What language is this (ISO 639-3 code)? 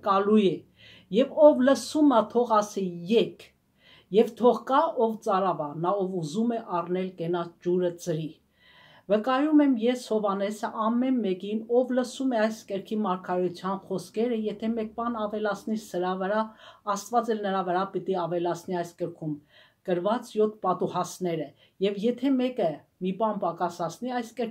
hye